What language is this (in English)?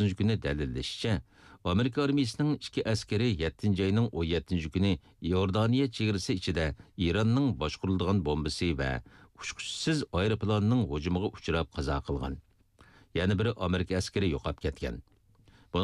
Uyghur